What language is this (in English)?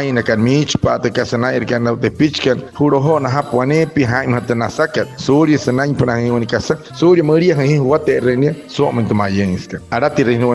Wayuu